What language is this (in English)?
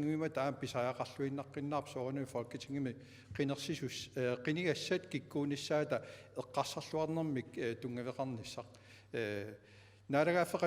Kalaallisut